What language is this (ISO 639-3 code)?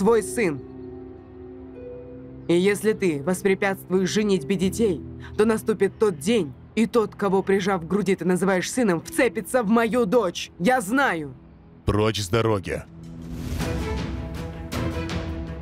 rus